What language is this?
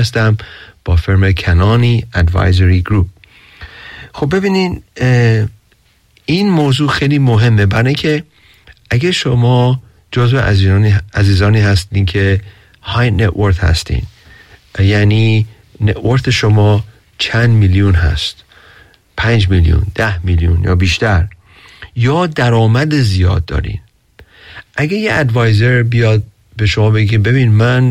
Persian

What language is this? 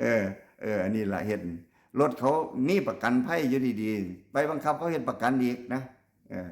Northeastern Thai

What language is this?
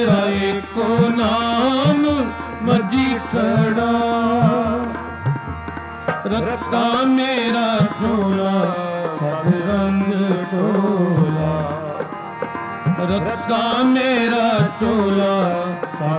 Punjabi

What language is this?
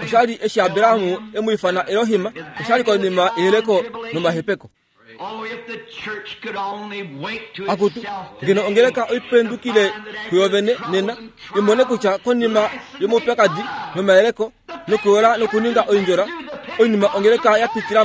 Kuanyama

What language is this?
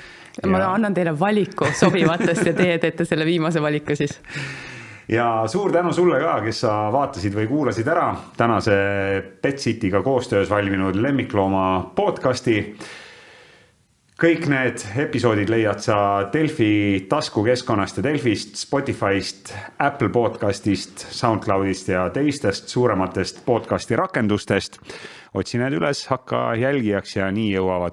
Estonian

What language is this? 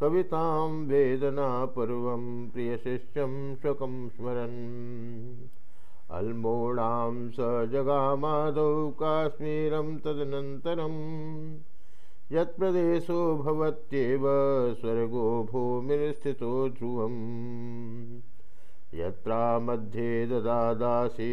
Sanskrit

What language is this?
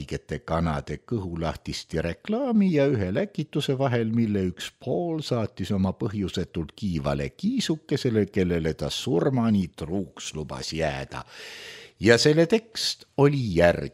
Estonian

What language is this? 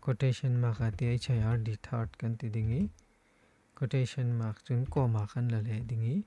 Falam Chin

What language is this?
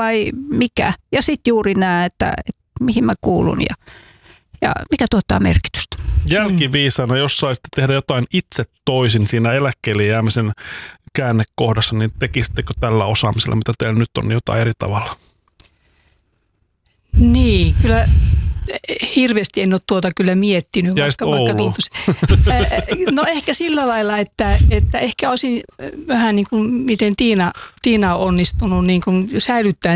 Finnish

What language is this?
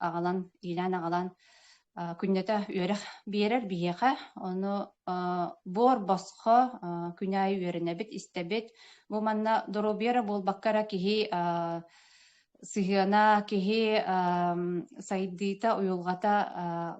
Yakut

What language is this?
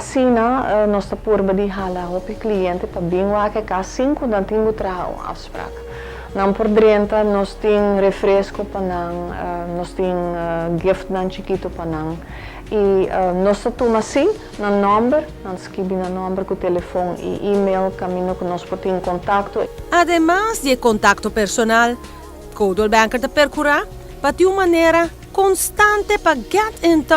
Papiamento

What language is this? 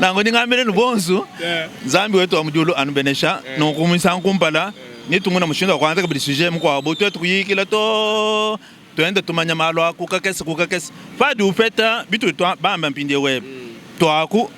Luba-Lulua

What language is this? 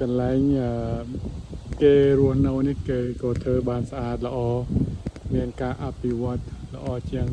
Khmer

